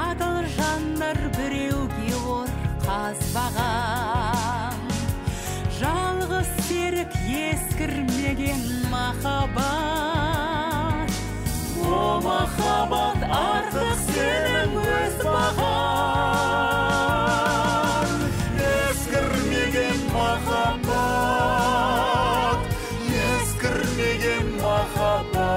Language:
Kazakh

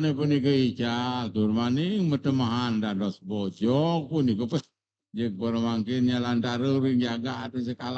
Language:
Balinese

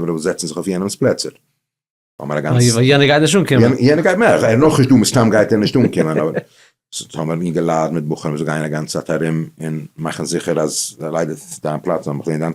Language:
Yiddish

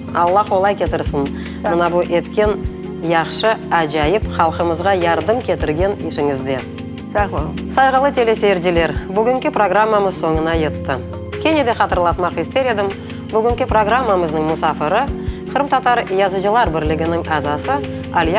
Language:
Crimean Tatar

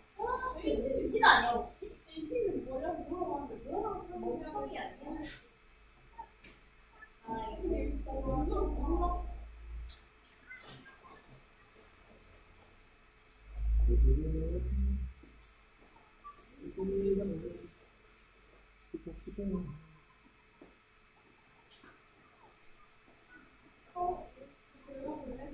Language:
Korean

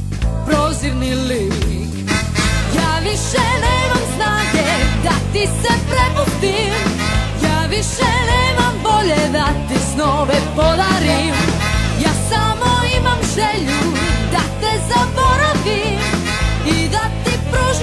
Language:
Serbian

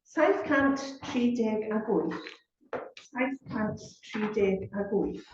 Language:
Welsh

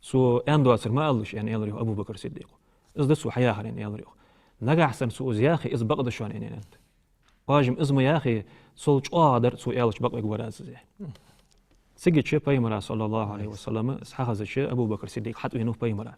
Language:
Ingush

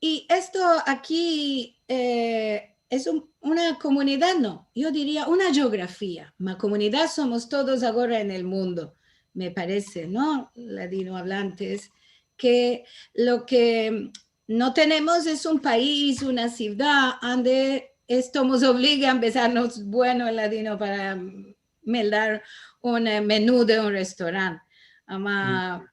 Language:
Ladino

